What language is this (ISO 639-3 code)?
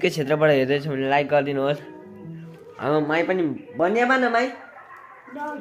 nep